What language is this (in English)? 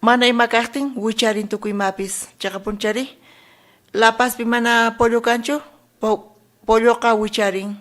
South Bolivian Quechua